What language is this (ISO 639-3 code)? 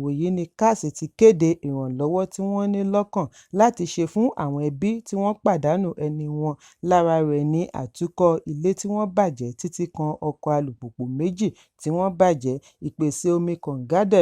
yor